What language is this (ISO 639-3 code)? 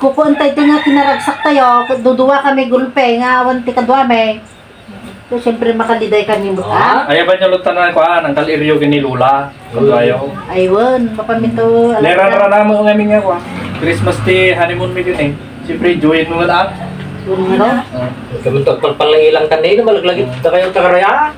ilo